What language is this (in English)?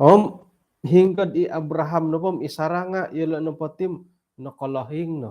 Central Dusun